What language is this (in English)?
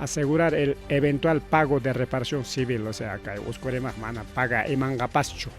Ayacucho Quechua